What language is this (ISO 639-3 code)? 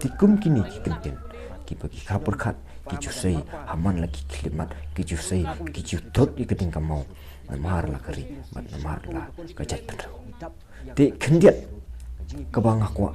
kha